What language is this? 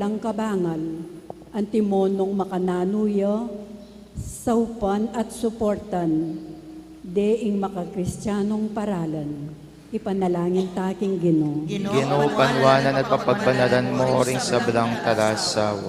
Pampanga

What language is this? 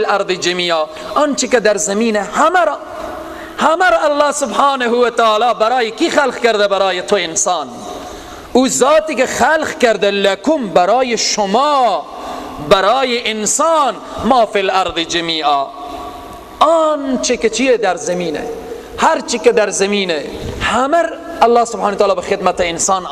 Persian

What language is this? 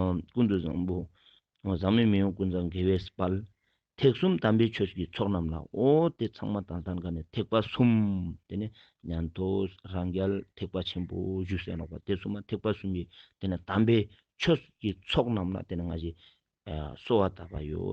Ladakhi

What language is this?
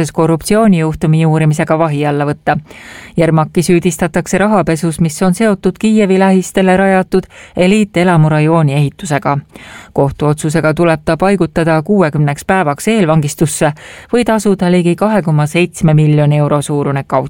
Estonian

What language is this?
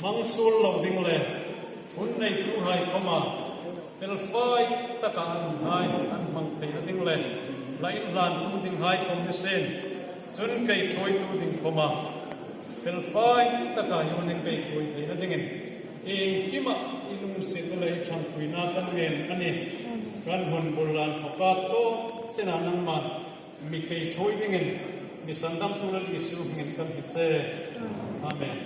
Hmar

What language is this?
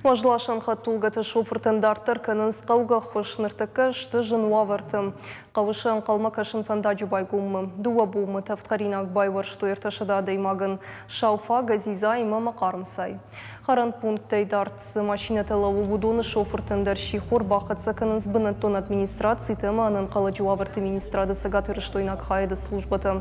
Ossetic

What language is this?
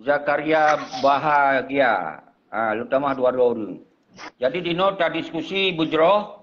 Achinese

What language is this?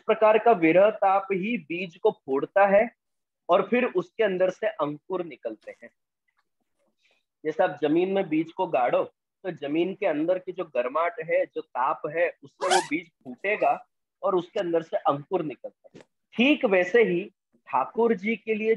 Hindi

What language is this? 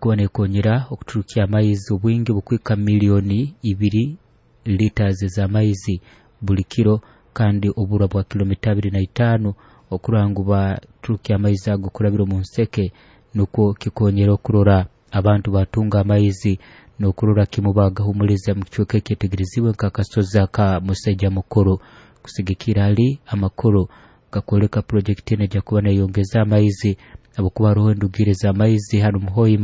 Nyoro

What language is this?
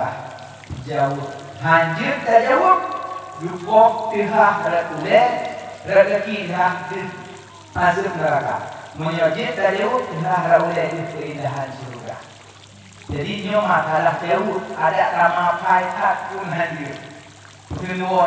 Achinese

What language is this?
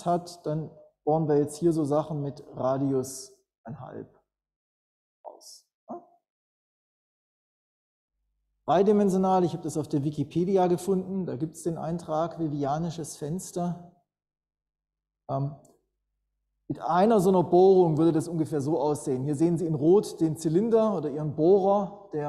German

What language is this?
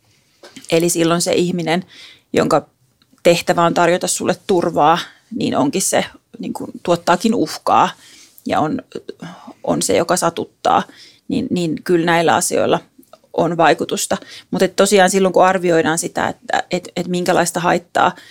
Finnish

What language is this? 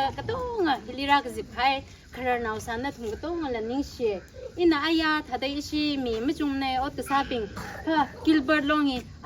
Tangkhul Naga (India)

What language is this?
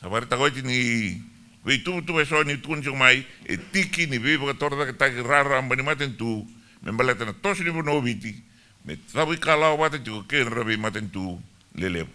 Fijian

